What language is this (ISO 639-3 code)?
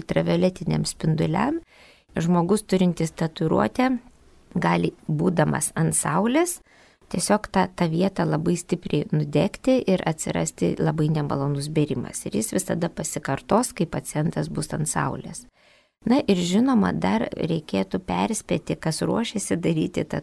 lit